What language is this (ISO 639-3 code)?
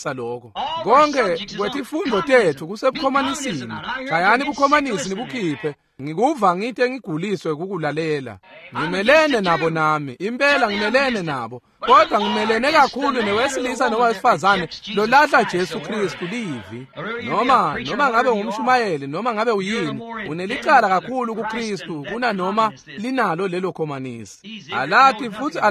ssw